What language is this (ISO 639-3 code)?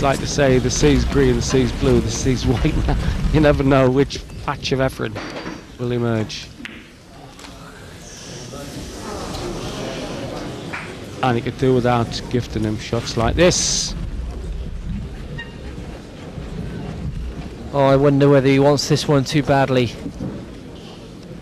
eng